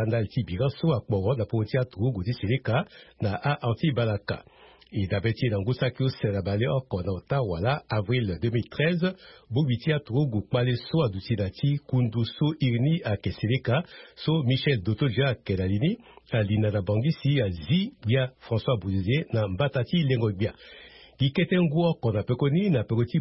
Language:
Sango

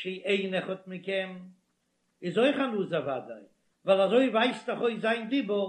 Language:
Yiddish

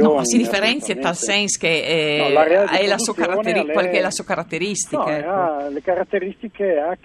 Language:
Friulian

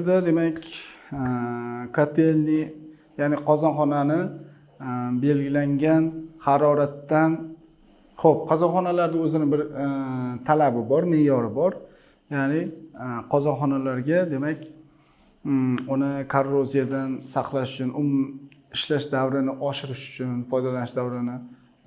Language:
Uzbek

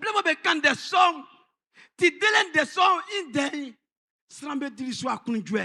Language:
Baoulé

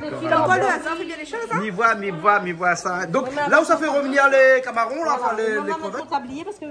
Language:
Réunion Creole French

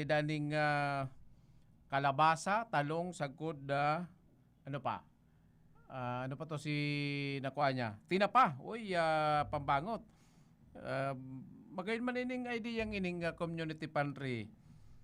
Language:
Bikol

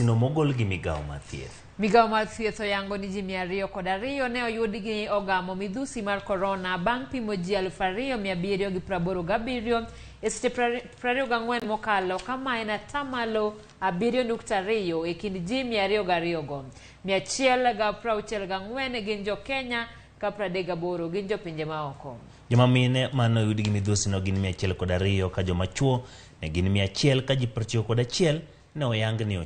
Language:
Luo (Kenya and Tanzania)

